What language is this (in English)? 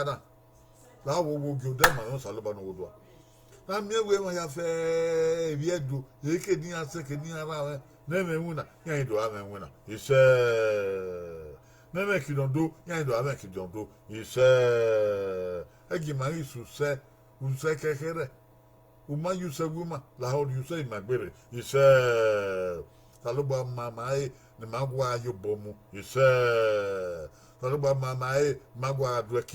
Bini